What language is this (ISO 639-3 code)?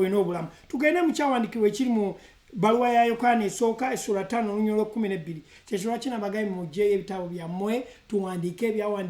lug